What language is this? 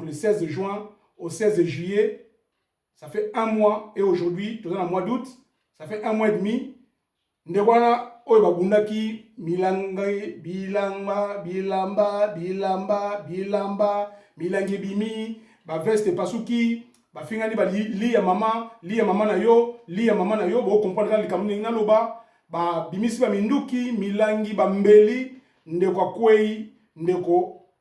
Lingala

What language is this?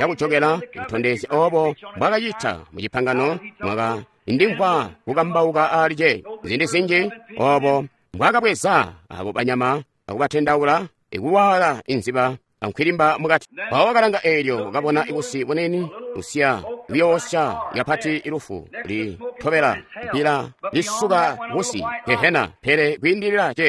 Tonga (Zambia)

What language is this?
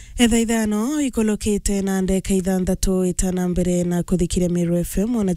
Meru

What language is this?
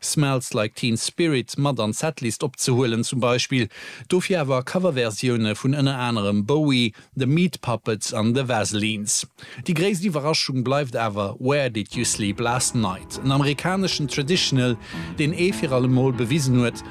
Luxembourgish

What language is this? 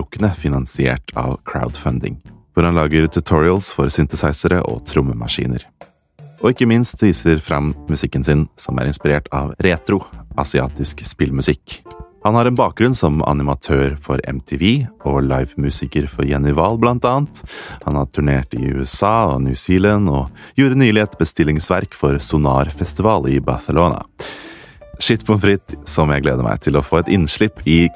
Norwegian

